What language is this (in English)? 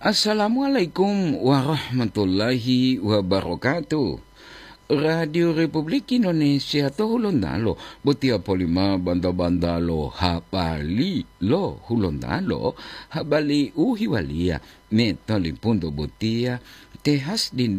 Gorontalo